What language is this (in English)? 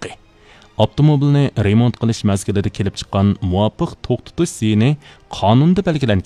Uyghur